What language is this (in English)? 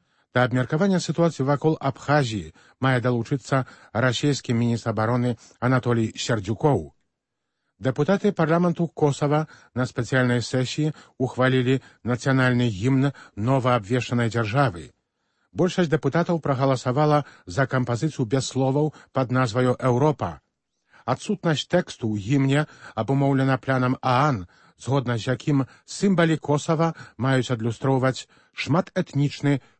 Belarusian